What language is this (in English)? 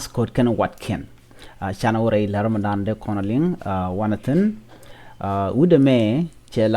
Nuer